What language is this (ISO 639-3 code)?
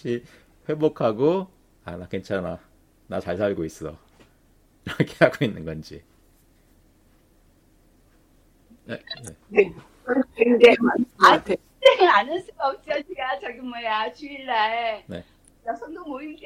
kor